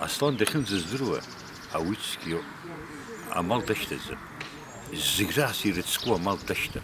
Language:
Abkhazian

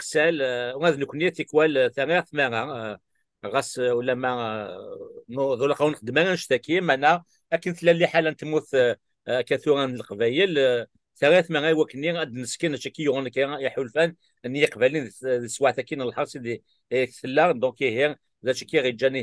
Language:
Kabyle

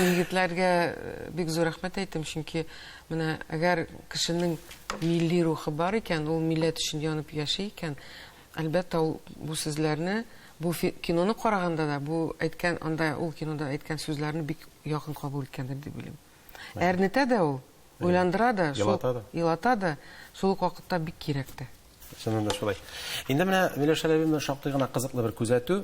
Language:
Tatar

